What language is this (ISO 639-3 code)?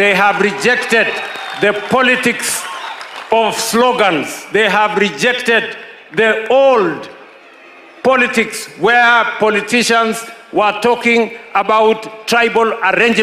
guz